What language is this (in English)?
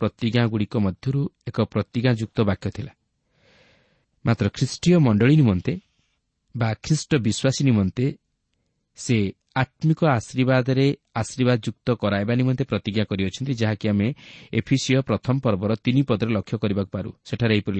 Odia